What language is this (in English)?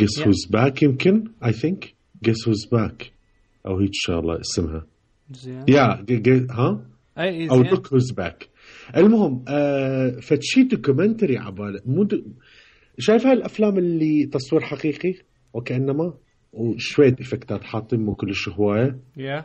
Mesopotamian Arabic